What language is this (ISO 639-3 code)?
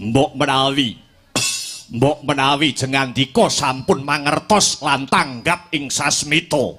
jav